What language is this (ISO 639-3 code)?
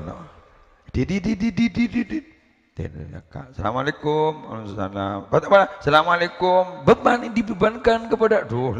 mad